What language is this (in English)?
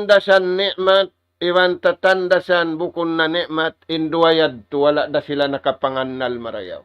Tausug